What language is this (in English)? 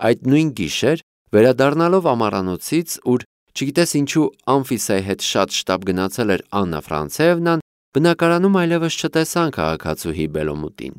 Armenian